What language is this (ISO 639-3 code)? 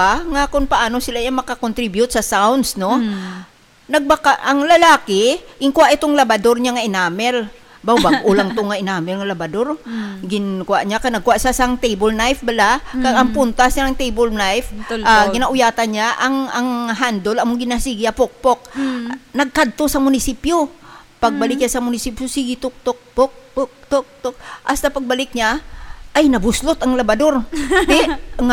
hil